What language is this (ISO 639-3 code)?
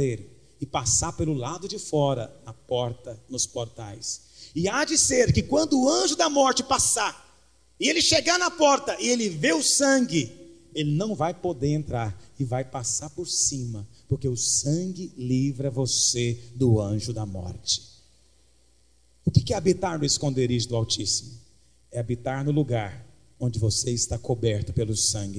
por